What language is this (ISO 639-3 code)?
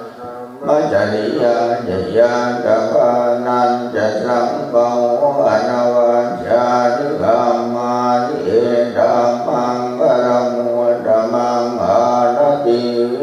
pli